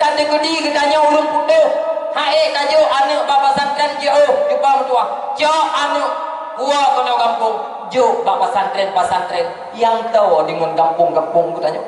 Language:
Achinese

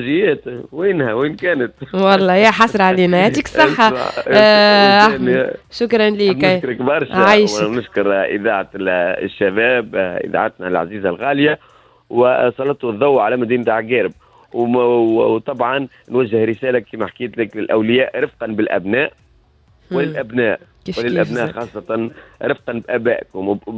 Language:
Tunisian Arabic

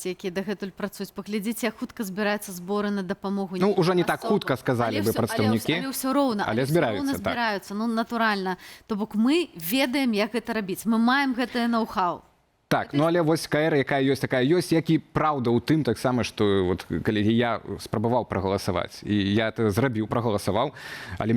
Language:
Belarusian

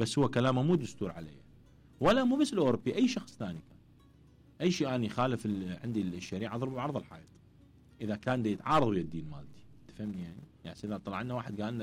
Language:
Mesopotamian Arabic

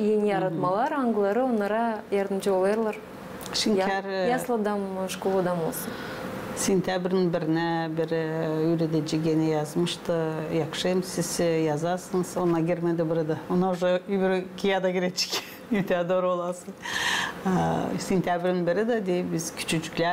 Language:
Gagauz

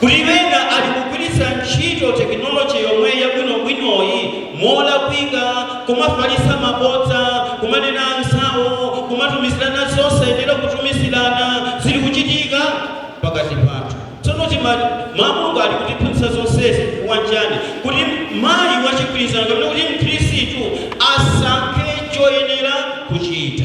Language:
Nyanja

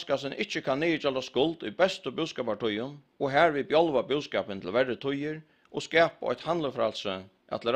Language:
Faroese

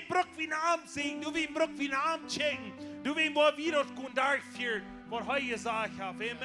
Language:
Plautdietsch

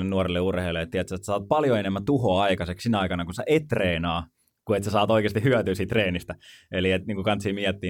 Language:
Finnish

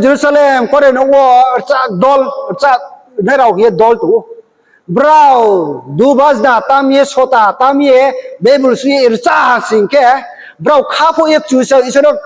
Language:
Riang (India)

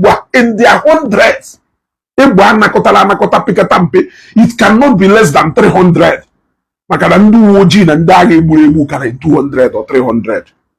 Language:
Igbo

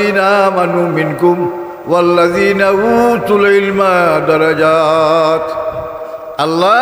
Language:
Sylheti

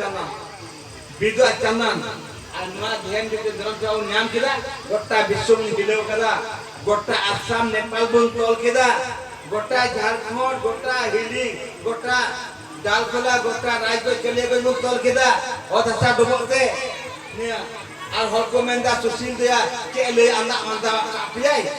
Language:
Santali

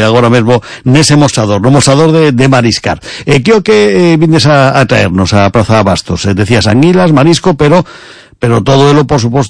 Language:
Galician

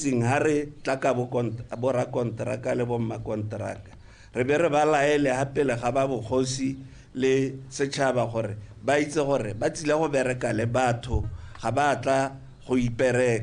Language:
Tswana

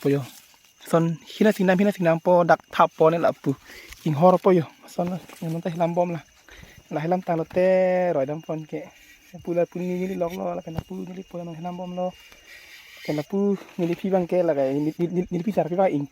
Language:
Karbi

